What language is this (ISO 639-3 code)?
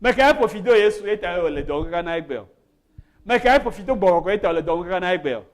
ewe